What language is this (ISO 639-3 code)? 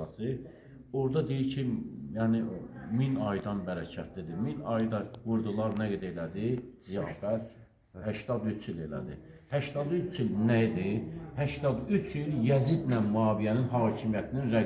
aze